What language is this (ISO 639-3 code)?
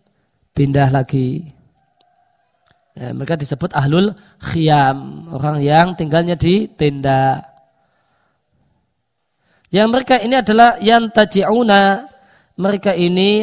ind